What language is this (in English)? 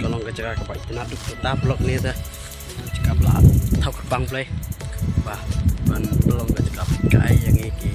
Khasi